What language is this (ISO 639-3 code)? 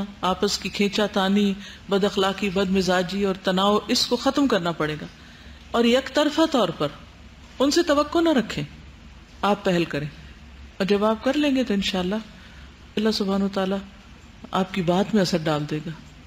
urd